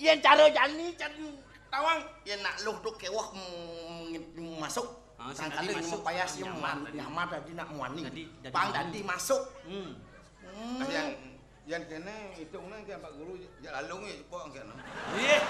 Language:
Balinese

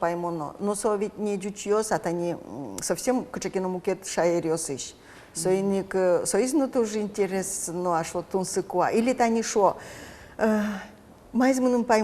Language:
Udmurt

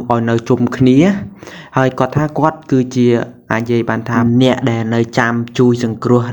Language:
Khmer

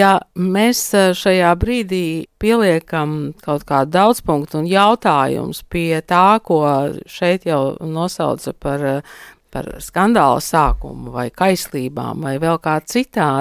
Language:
Latvian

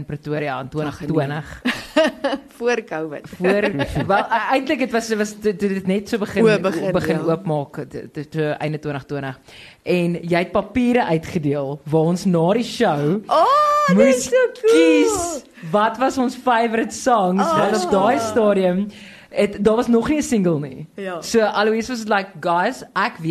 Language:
Afrikaans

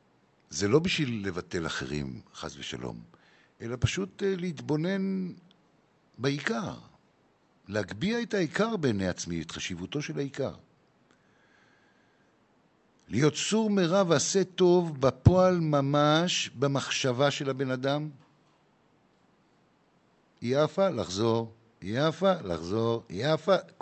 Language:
Hebrew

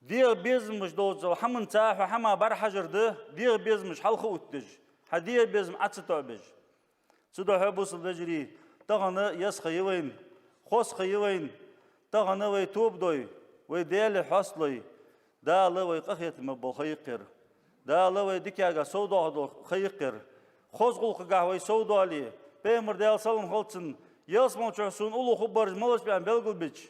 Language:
Ingush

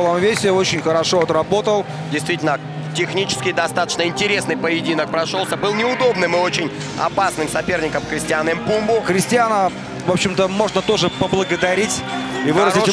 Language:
Russian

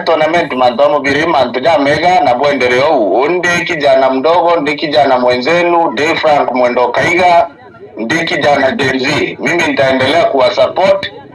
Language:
Meru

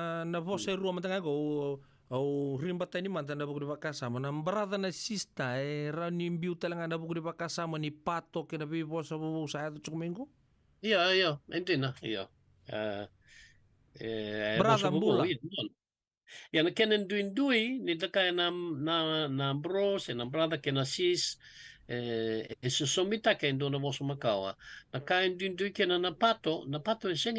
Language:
Fijian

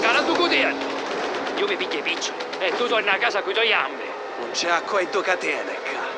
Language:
Sicilian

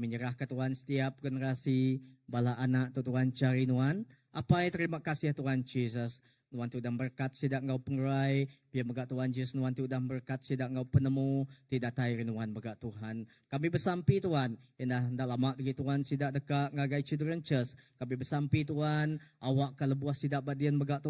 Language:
Iban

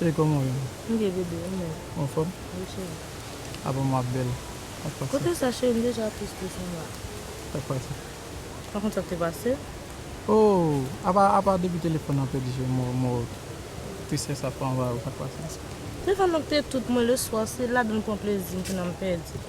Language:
Haitian Creole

